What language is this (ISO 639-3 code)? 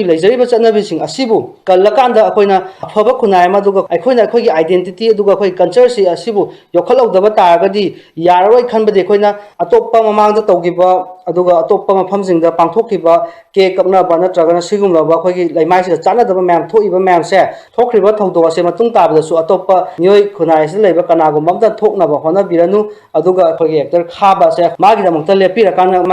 mni